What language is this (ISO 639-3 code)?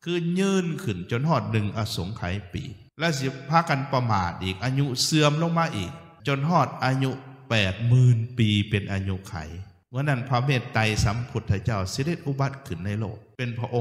lao